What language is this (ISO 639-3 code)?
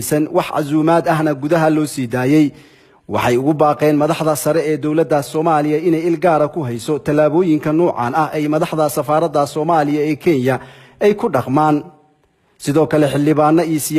som